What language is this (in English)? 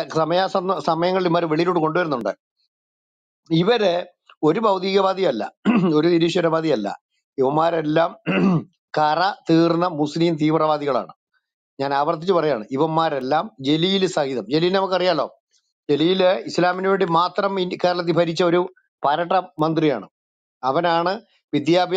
Malayalam